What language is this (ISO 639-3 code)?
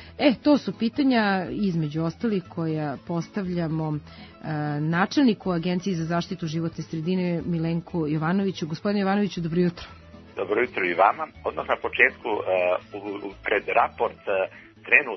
srp